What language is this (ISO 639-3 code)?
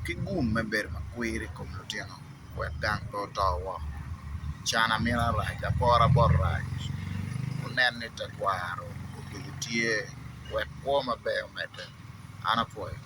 ach